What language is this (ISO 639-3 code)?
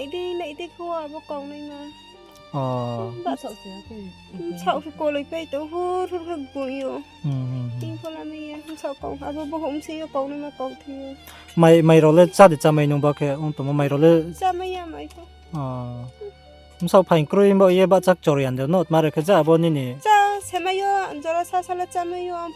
ria